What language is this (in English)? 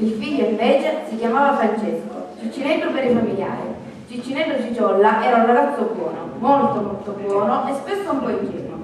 Sicilian